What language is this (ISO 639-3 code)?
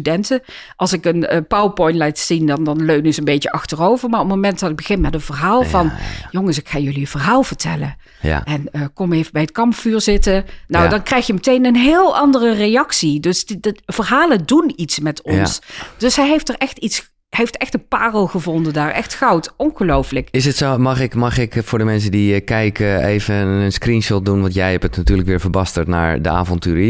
nld